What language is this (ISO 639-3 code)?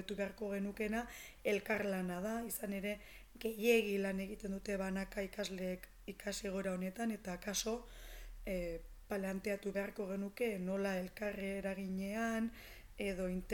eus